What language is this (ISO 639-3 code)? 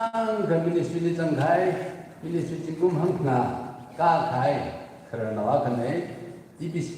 nmf